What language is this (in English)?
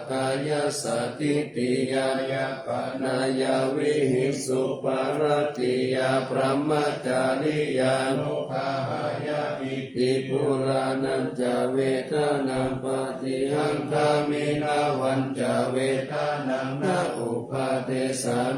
Pali